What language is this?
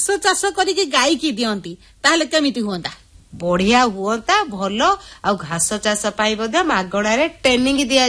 Odia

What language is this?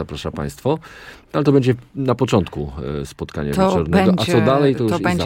Polish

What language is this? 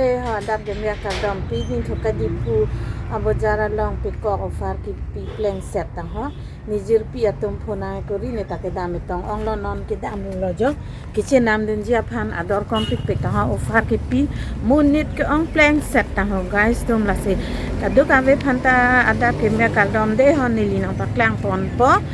Karbi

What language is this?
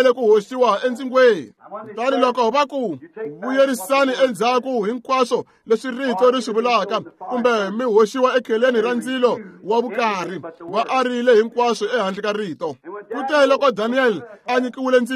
Tsonga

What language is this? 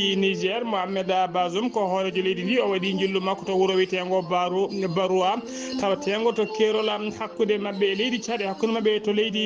Fula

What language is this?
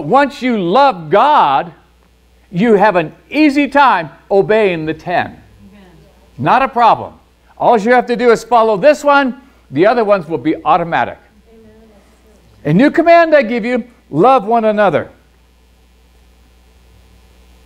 English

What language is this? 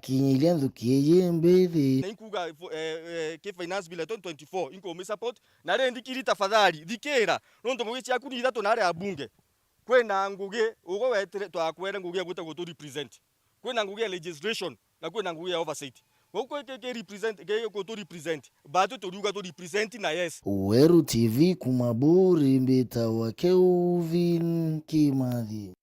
Meru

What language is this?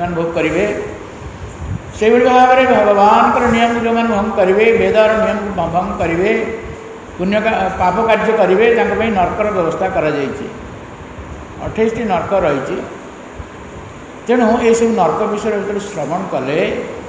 Odia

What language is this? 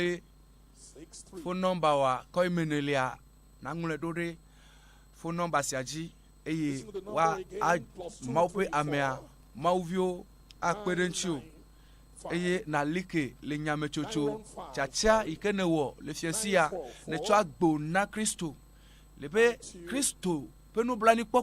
Ewe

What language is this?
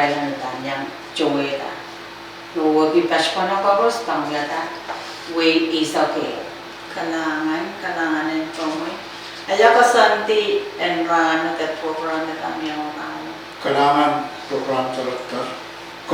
Pohnpeian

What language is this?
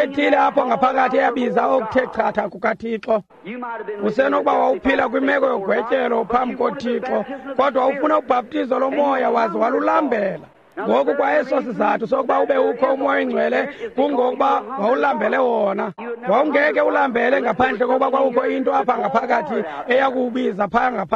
Xhosa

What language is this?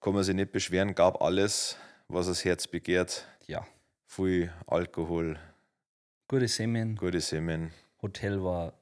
Bavarian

